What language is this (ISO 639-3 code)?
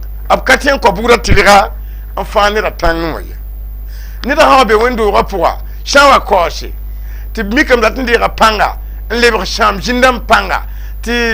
mos